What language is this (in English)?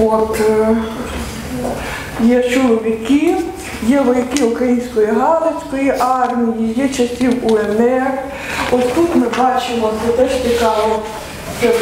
Ukrainian